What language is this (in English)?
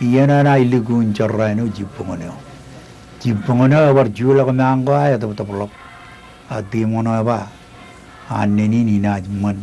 Marshallese